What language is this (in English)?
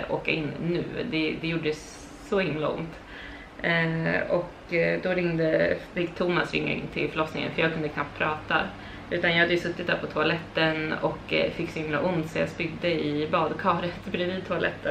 Swedish